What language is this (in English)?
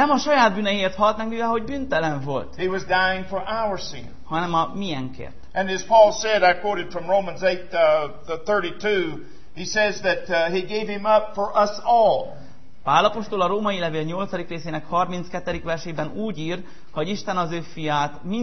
Hungarian